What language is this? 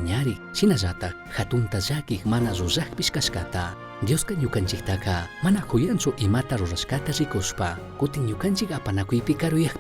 Chimborazo Highland Quichua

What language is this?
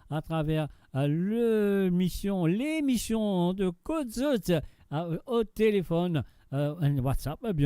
Morisyen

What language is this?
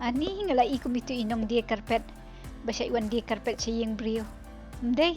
Khasi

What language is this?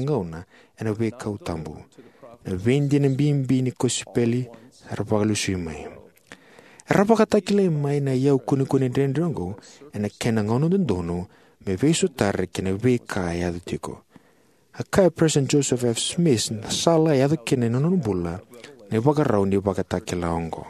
Fijian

